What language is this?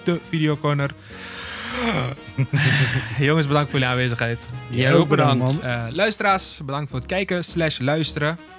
Dutch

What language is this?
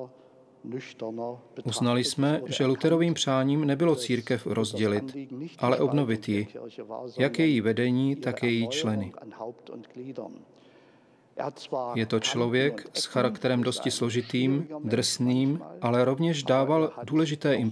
Czech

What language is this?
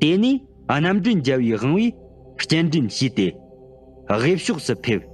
Tibetan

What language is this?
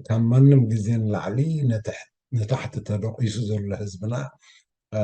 Tigrinya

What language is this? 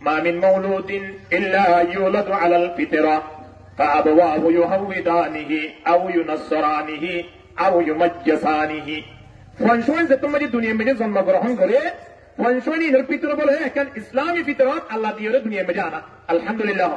Rohingya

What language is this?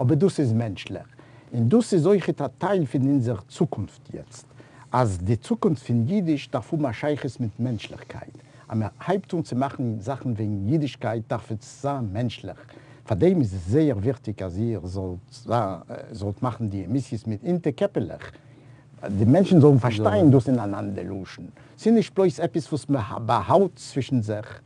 Yiddish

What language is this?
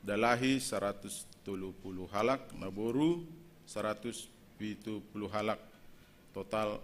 Batak Simalungun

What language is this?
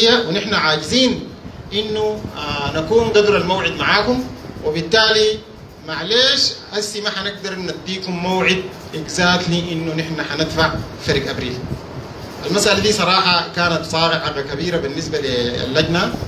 Sudanese Arabic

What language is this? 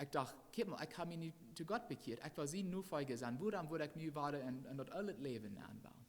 Plautdietsch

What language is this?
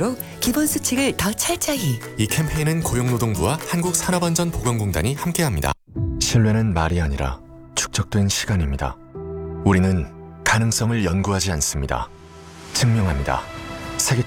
Korean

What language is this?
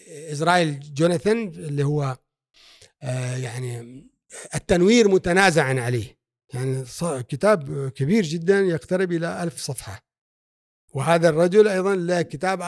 Gulf Arabic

